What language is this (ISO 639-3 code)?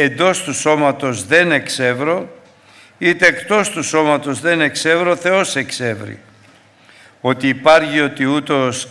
ell